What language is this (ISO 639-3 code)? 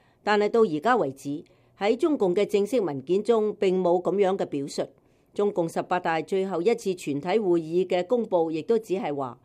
yue